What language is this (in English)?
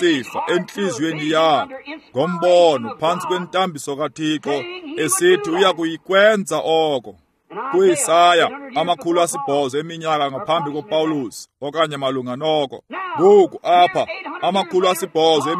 Xhosa